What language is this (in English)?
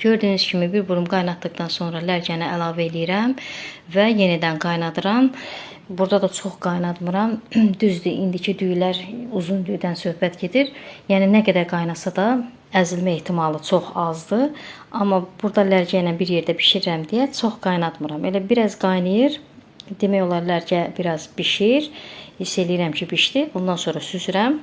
Azerbaijani